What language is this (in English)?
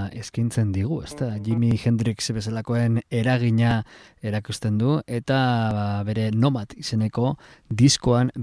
Basque